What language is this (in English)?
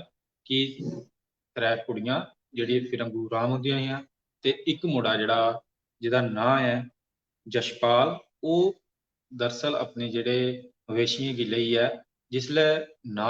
Dogri